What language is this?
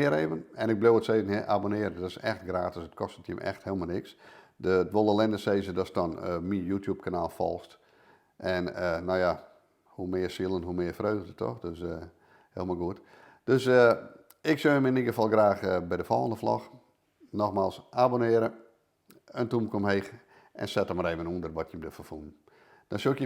Western Frisian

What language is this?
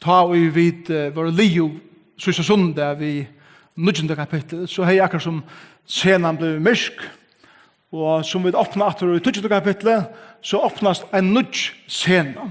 Faroese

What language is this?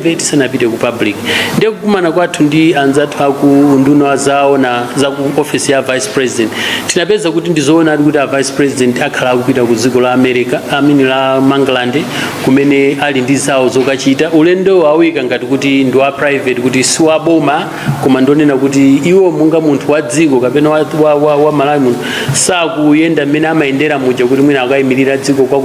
Nyanja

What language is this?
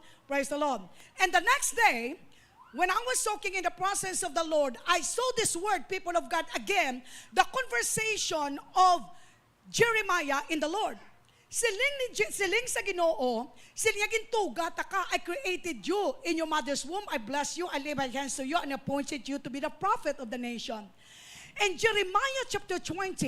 Hiligaynon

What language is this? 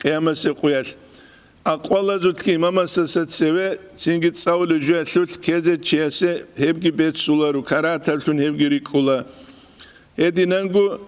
Avaric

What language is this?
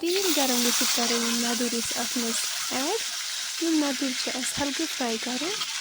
Kashmiri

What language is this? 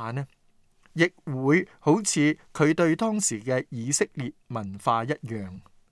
Cantonese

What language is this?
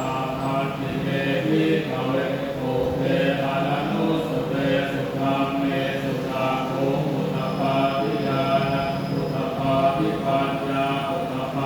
Pali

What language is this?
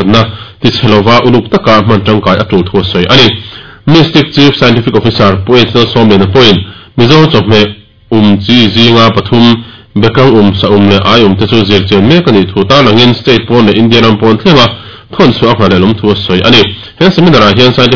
Mizo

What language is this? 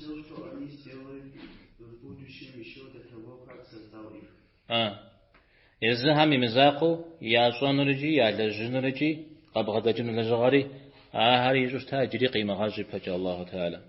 Kabardian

